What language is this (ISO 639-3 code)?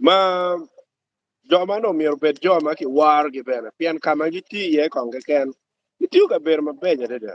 ach